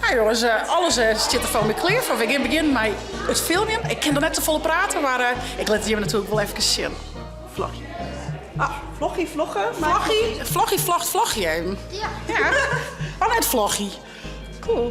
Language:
Western Frisian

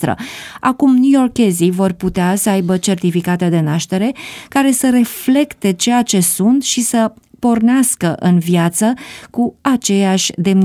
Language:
Romanian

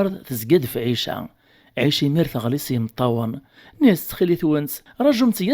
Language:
Kabyle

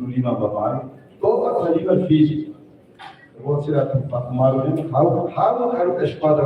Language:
Tetum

